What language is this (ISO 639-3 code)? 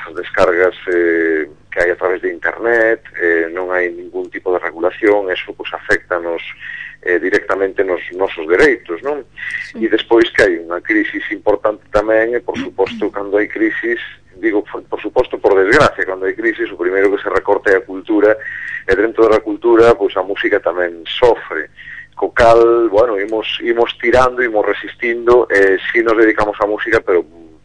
glg